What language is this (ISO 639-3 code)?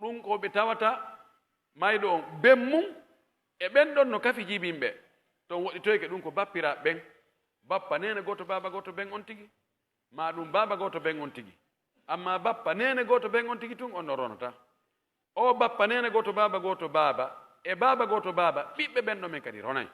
fuf